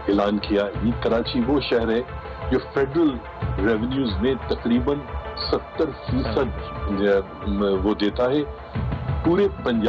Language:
Urdu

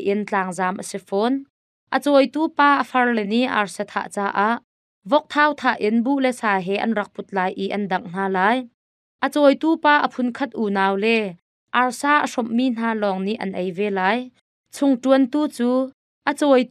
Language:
Hakha Chin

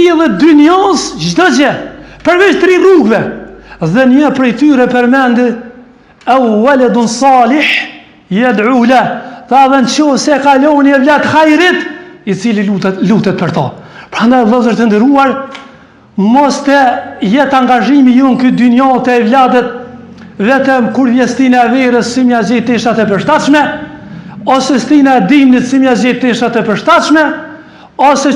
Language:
Albanian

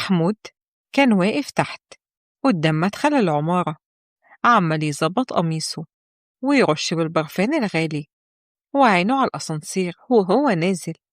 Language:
Egyptian Arabic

